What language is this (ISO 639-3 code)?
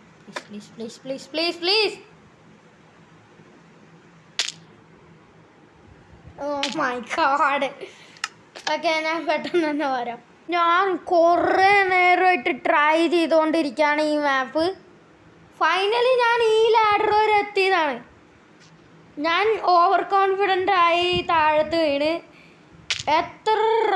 mal